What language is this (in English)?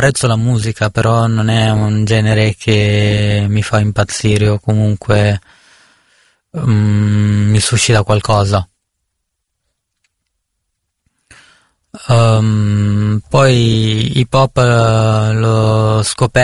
Italian